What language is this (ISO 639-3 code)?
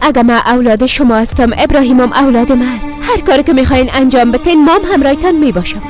fas